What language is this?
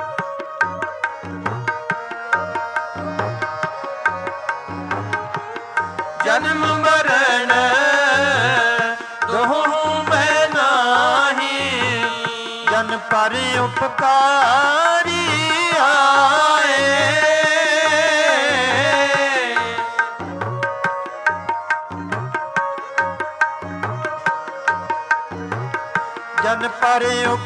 Punjabi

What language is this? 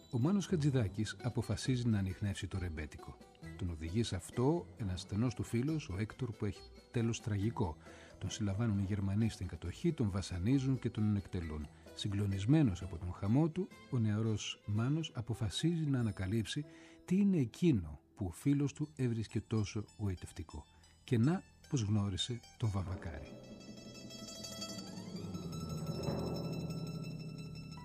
Greek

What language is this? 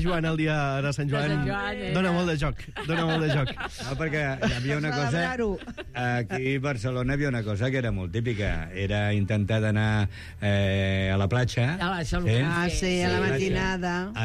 Catalan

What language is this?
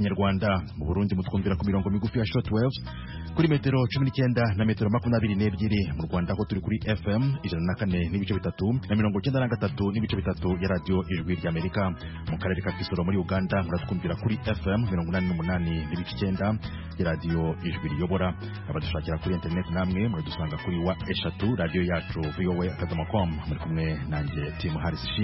Kinyarwanda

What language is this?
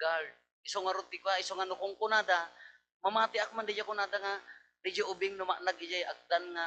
Iloko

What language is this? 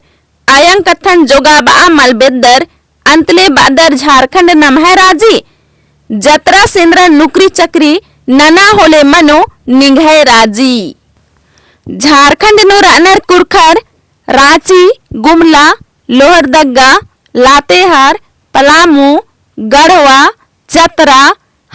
Kurukh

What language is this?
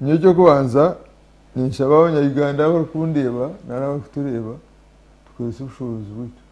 Nyankole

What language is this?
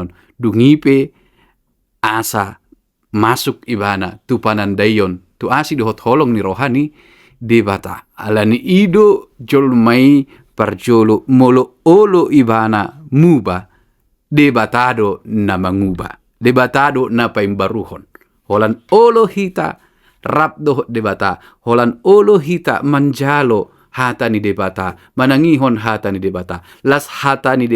Batak Toba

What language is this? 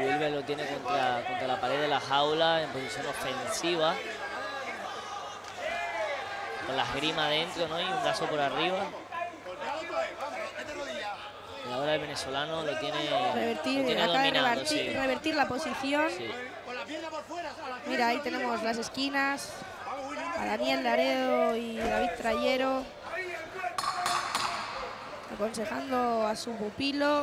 Spanish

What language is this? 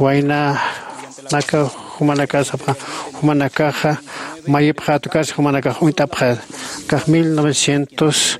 Aymara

